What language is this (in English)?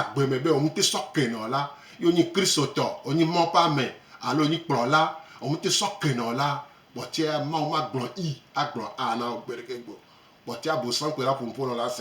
Gen